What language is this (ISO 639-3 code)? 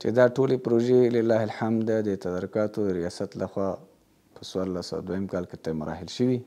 pus